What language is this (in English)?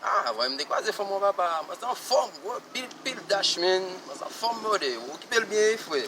Haitian Creole